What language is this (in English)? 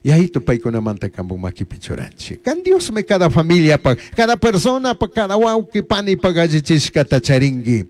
Chimborazo Highland Quichua